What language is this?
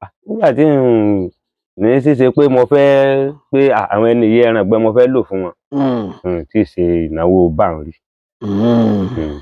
Yoruba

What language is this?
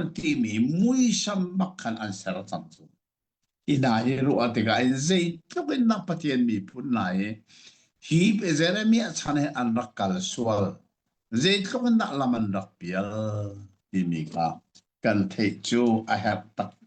Hakha Chin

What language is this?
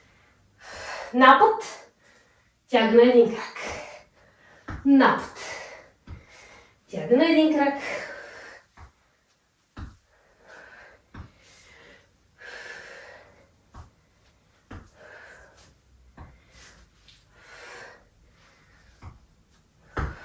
Bulgarian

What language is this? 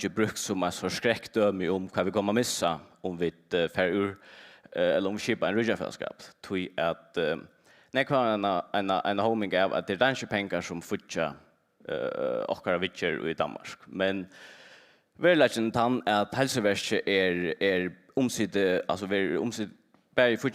Faroese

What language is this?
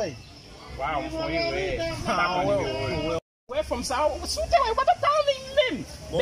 Haitian Creole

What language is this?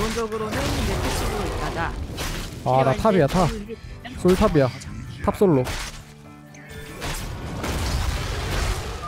Korean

